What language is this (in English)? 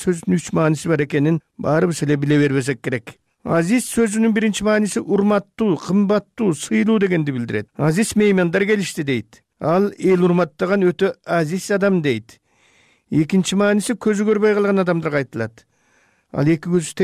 Kyrgyz